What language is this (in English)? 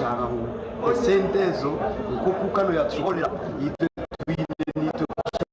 Nyankole